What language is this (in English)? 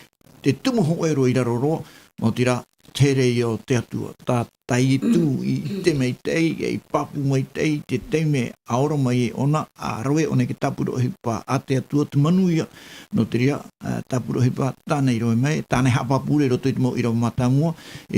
Tahitian